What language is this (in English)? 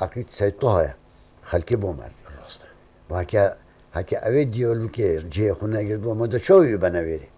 Kurdish